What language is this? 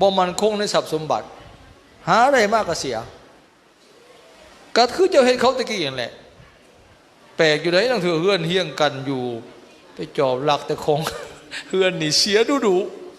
Lao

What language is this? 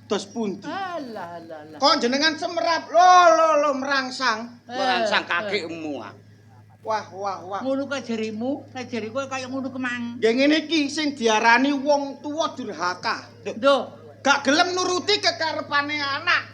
Javanese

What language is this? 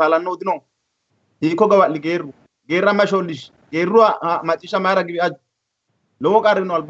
Sidamo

